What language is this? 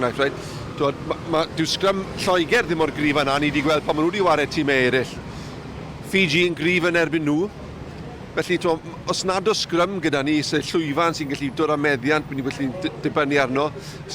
Welsh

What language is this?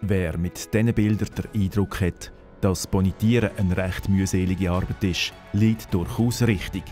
Swiss German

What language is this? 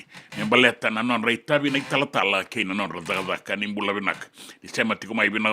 Fijian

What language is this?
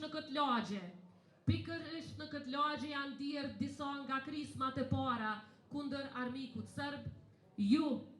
Albanian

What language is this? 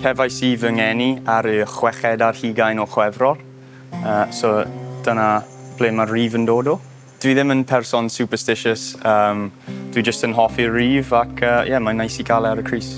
Welsh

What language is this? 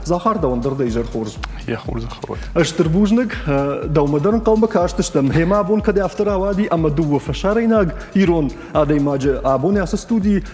Ossetic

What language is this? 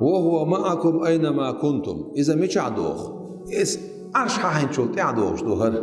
Chechen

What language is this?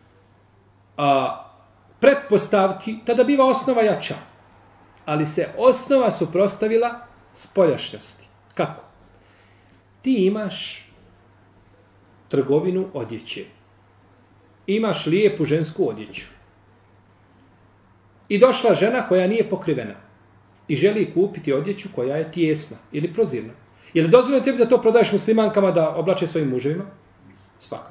Bosnian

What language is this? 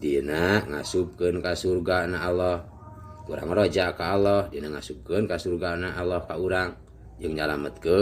Sundanese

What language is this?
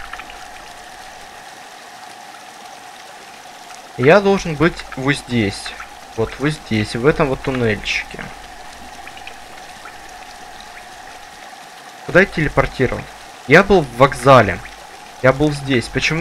Russian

